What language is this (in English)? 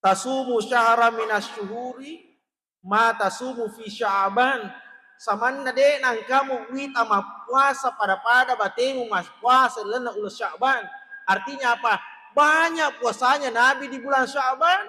Buginese